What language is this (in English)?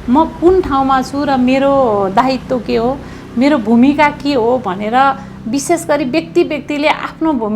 Nepali